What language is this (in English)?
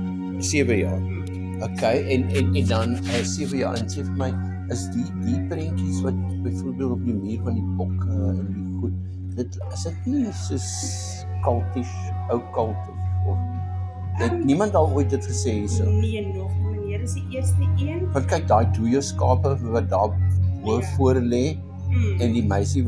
Afrikaans